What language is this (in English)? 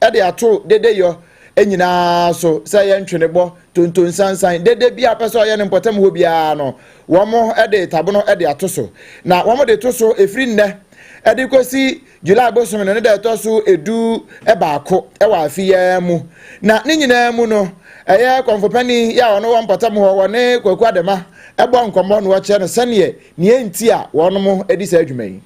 Akan